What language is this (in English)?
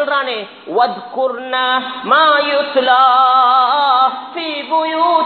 Tamil